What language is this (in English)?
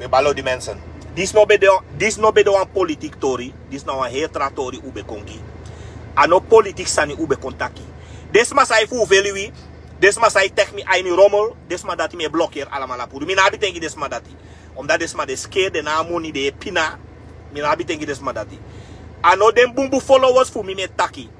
Sranan Tongo